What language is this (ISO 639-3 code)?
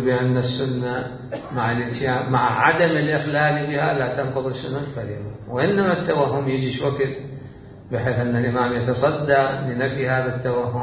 acm